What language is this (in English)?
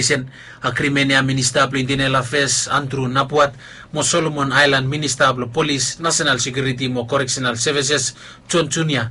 Bislama